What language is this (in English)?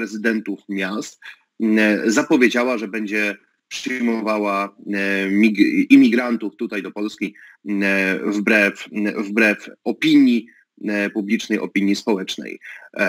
Polish